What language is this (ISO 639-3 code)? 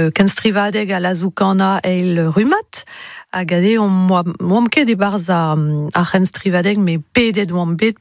bre